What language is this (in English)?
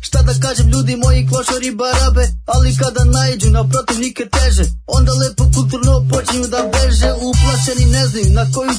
Serbian